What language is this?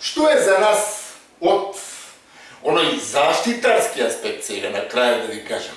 Macedonian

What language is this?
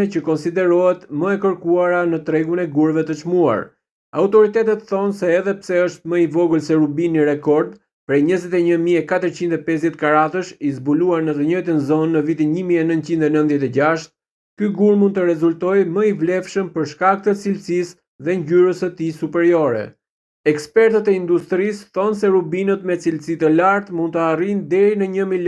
Albanian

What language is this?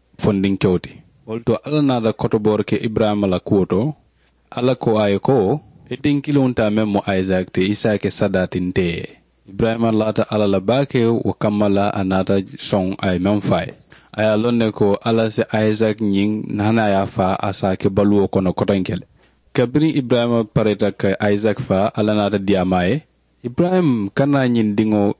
Mandingo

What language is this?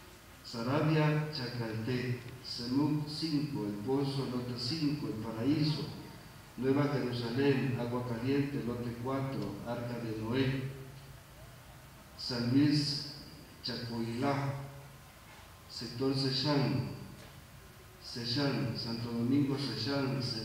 Spanish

